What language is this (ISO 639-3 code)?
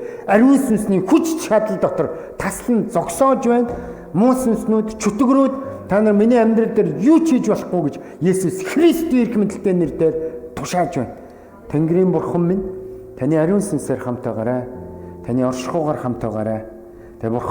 mon